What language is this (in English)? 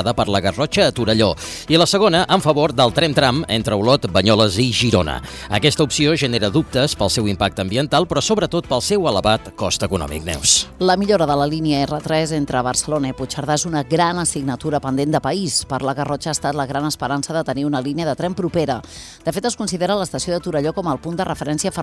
Catalan